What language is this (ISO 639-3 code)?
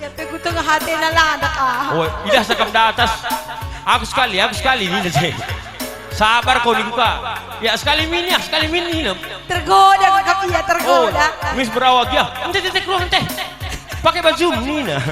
btx